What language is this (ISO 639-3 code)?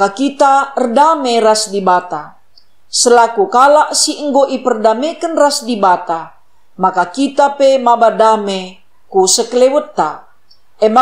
btx